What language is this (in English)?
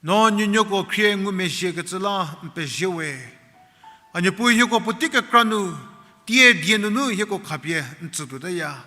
Angami Naga